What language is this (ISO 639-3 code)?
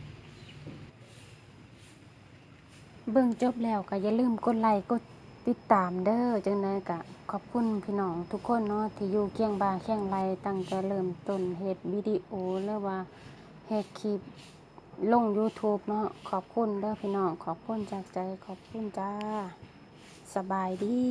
lao